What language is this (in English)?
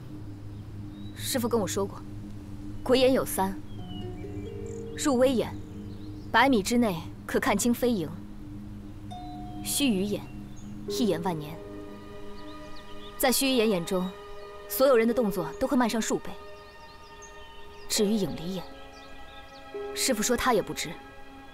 Chinese